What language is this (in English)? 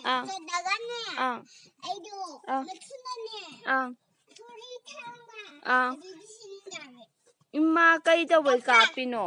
Manipuri